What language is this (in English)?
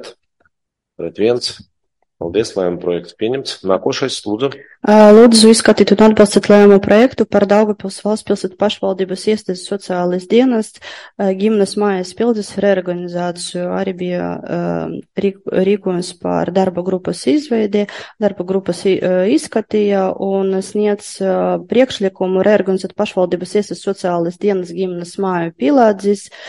Latvian